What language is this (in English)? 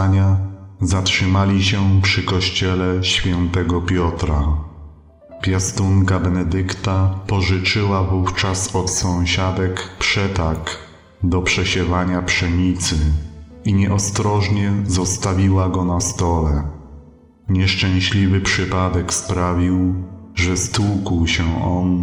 Polish